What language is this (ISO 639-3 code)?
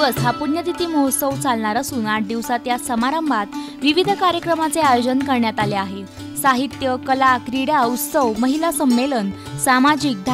mar